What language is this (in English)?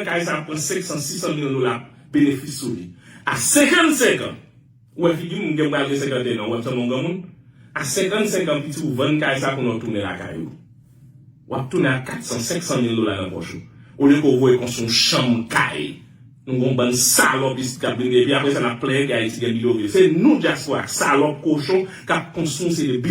Haitian Creole